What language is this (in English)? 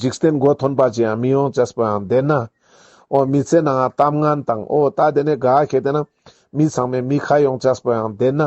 Ladakhi